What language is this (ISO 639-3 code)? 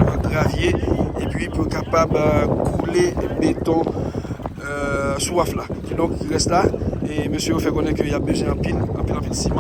hat